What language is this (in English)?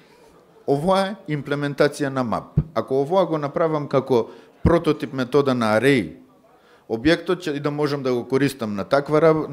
Macedonian